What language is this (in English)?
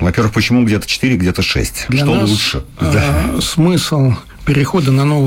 Russian